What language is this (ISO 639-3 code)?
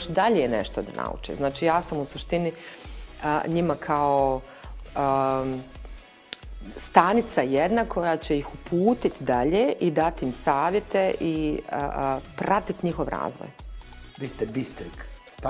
bos